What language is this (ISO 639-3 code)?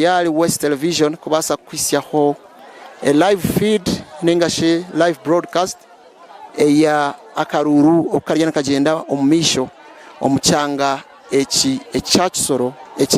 nyn